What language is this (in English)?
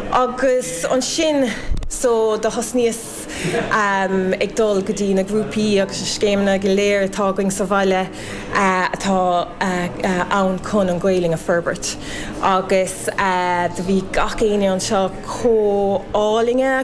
Irish